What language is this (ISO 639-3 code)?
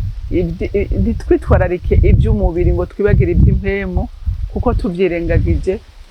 run